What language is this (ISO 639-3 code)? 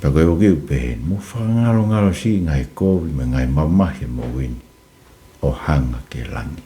ton